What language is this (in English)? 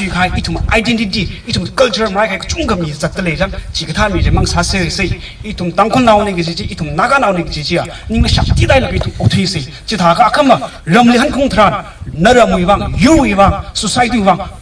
Tangkhul Naga (India)